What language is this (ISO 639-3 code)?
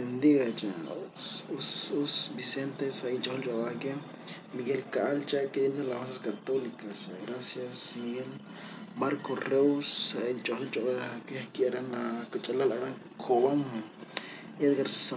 kek